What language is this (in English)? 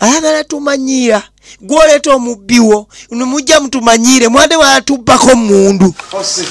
Ganda